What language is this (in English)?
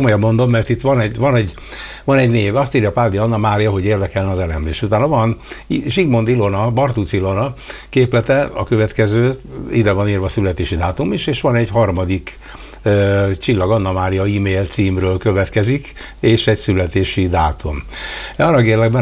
Hungarian